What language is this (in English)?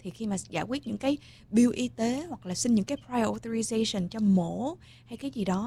Vietnamese